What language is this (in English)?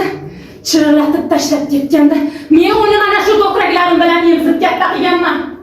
Uzbek